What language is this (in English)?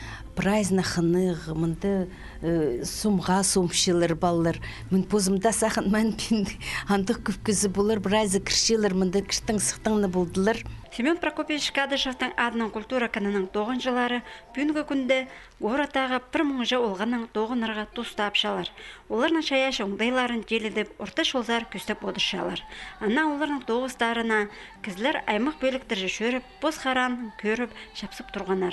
Khakas